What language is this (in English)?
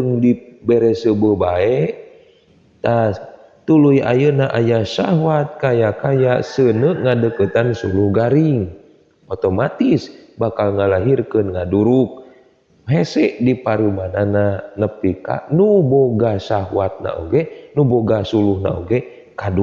Sundanese